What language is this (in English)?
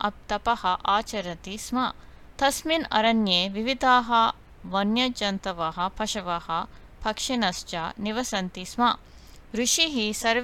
Sanskrit